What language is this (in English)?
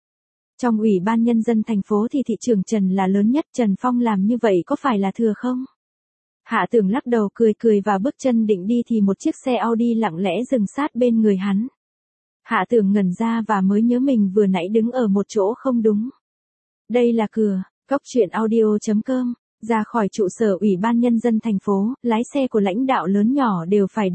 Vietnamese